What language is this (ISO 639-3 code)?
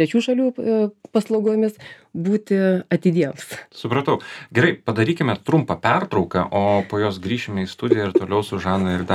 lit